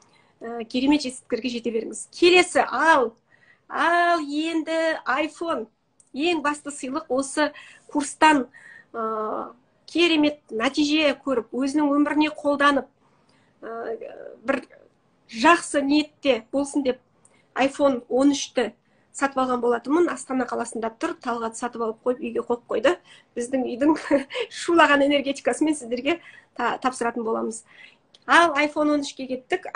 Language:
Kazakh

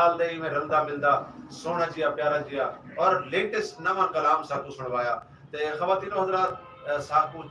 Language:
Saraiki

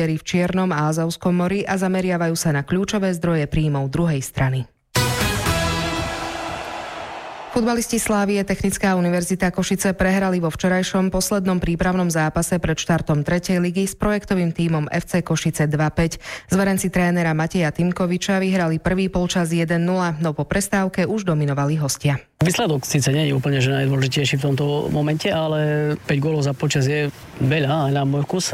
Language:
Slovak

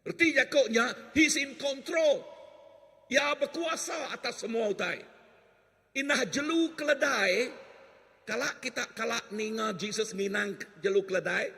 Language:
Iban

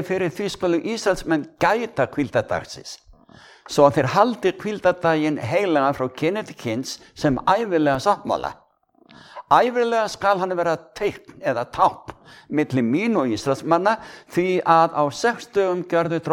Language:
Icelandic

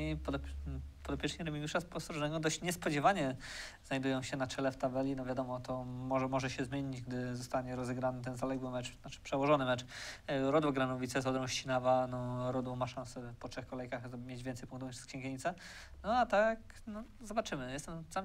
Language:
Polish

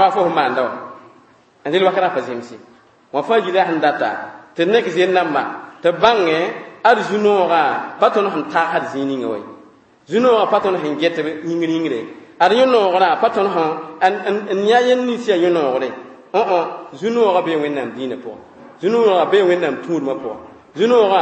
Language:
Mossi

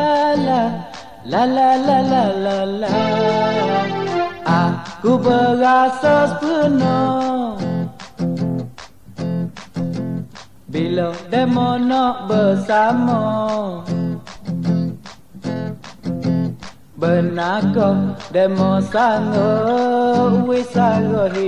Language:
Pattani Malay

